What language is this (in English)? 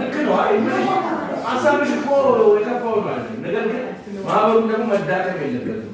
Amharic